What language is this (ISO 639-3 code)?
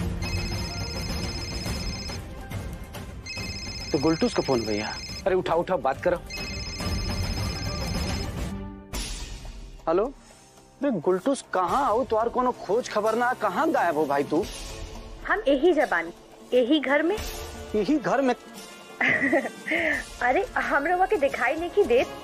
bho